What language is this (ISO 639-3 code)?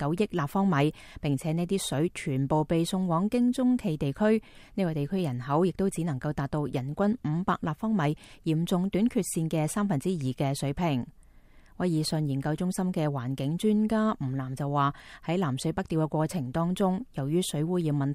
yue